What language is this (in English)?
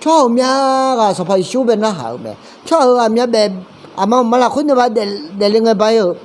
Akha